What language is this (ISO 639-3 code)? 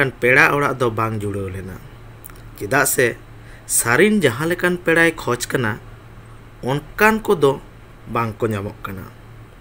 sat